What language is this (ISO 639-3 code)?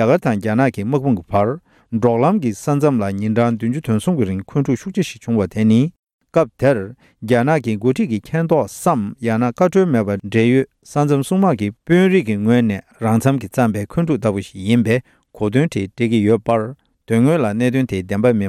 bod